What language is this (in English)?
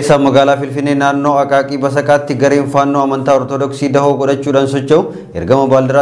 Oromo